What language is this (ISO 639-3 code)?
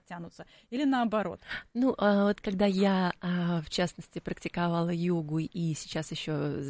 rus